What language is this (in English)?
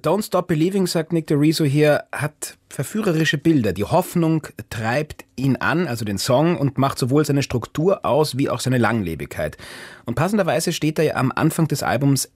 German